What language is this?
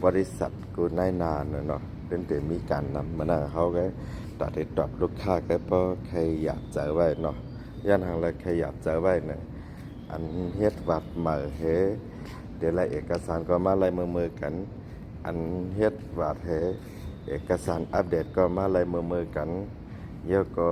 Shan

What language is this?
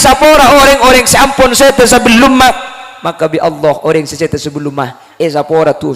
Madurese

